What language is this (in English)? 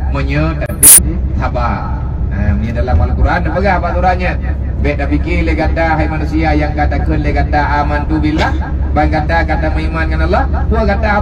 Achinese